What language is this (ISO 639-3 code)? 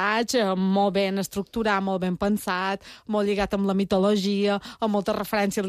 cat